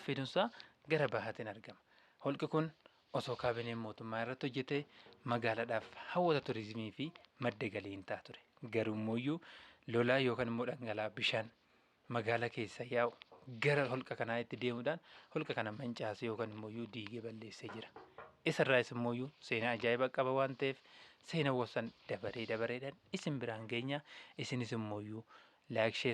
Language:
Oromo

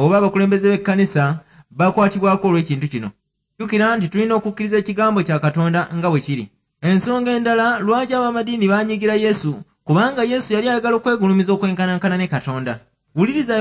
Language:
Ganda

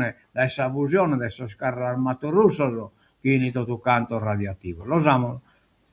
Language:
Sardinian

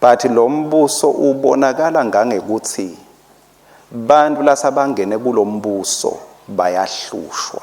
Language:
Swati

